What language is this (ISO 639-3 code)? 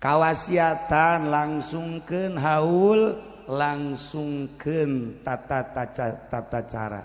sun